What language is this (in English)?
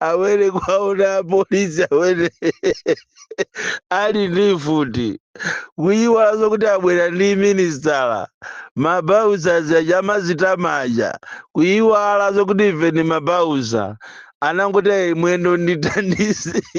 Nyanja